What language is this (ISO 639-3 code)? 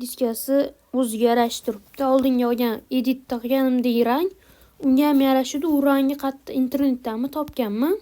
uzb